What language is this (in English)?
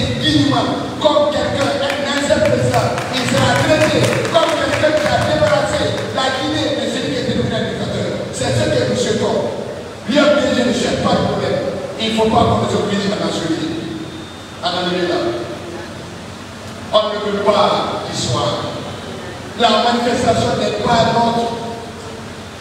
French